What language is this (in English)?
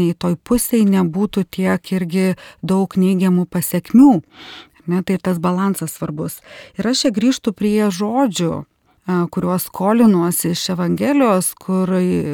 Lithuanian